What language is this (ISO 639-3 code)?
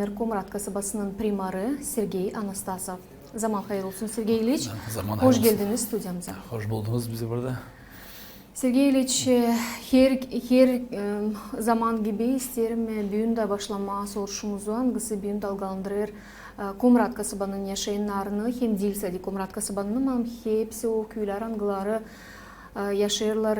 gag